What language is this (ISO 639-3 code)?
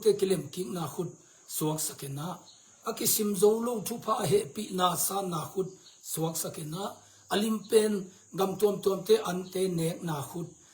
ctd